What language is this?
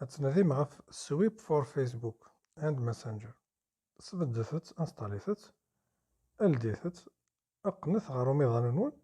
Kabyle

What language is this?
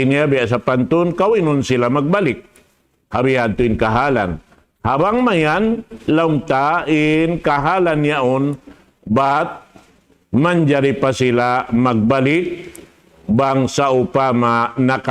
Tausug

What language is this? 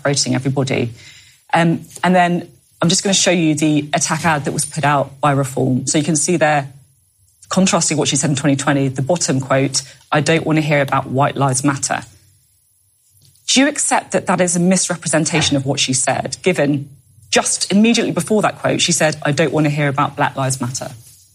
English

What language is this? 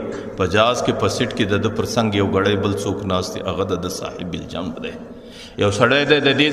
Pashto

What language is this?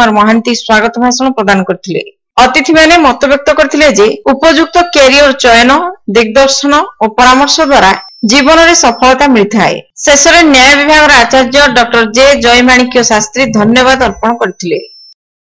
Odia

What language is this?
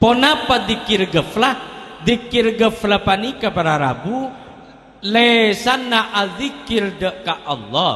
Madurese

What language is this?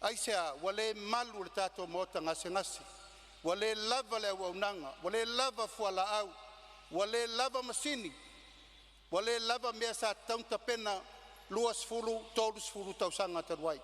Samoan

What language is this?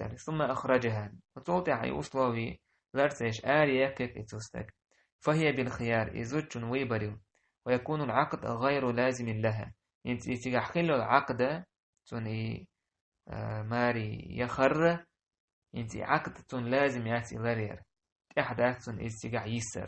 Chechen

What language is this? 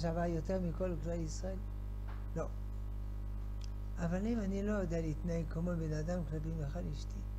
Hebrew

